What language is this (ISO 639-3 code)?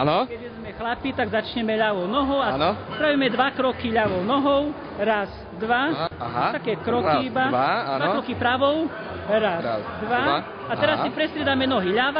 slk